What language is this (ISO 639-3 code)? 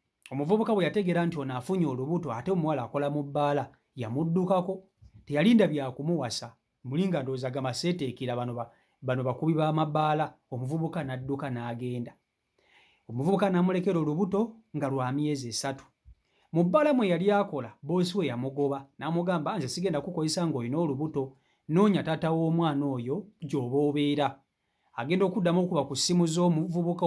lug